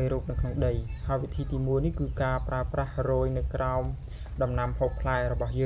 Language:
Khmer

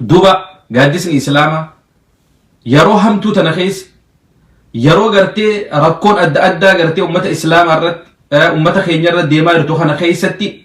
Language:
Oromo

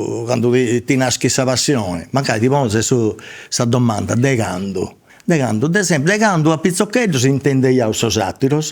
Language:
Sardinian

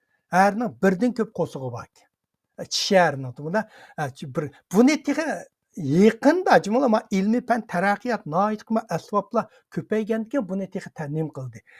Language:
Uyghur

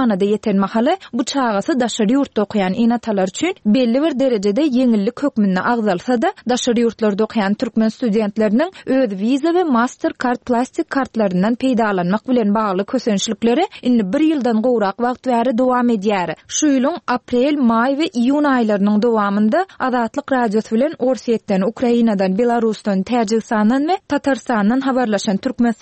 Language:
Turkmen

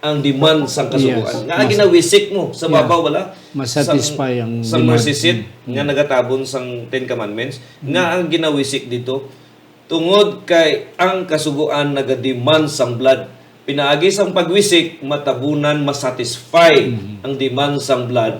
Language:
Hiligaynon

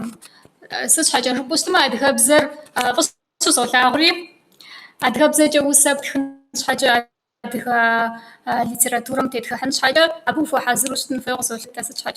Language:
Kabardian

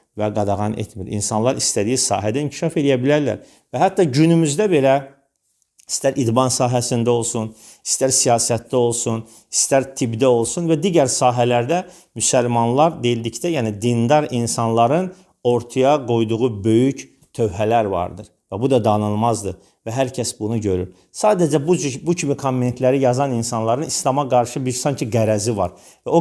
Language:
Azerbaijani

